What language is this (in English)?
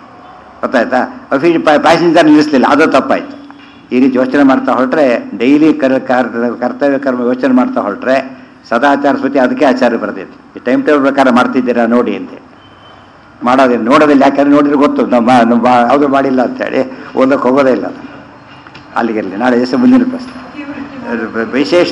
Kannada